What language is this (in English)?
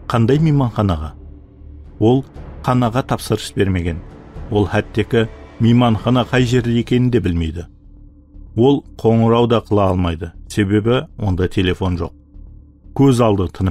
Kara-Kalpak